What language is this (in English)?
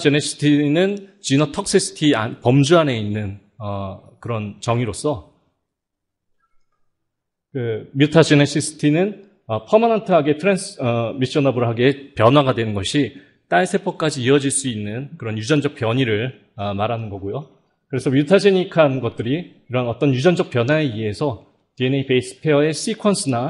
Korean